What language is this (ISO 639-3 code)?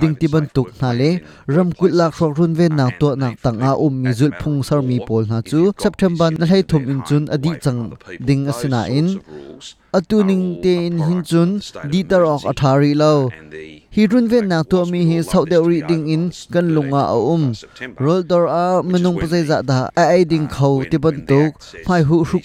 cnh